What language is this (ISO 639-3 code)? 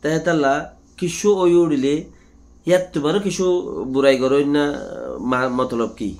rhg